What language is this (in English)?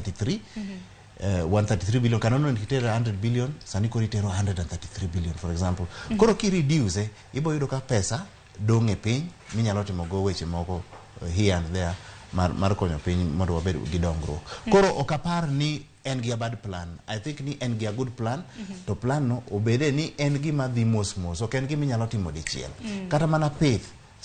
Luo (Kenya and Tanzania)